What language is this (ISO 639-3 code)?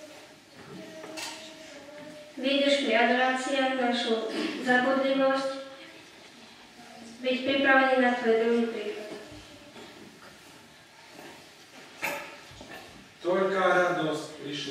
slk